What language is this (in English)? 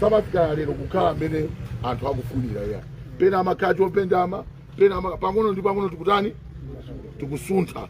Nyanja